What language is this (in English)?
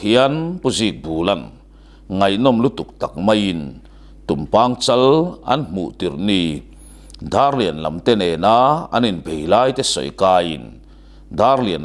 Mizo